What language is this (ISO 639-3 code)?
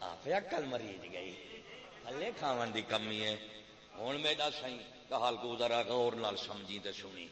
skr